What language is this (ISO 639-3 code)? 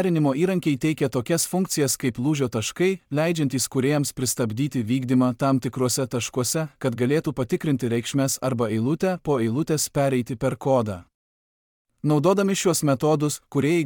lit